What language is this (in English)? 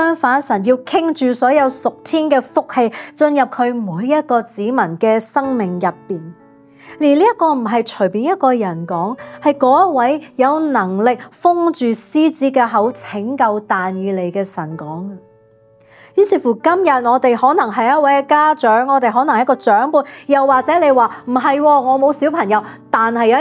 Cantonese